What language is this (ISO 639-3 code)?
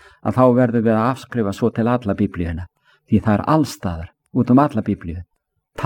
isl